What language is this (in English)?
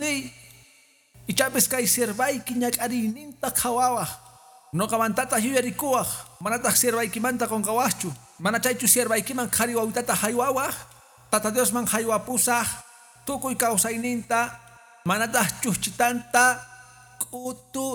Quechua